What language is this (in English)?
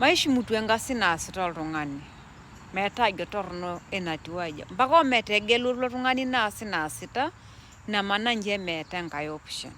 Masai